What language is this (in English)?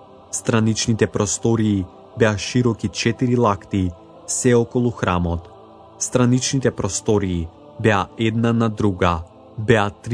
Macedonian